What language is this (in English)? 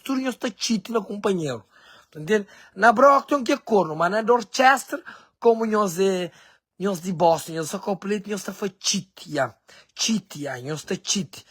Kabuverdianu